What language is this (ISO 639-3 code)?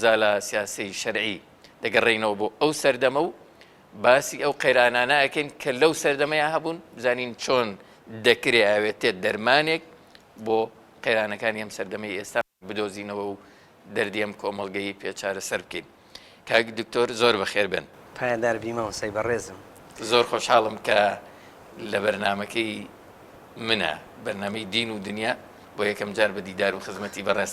ckb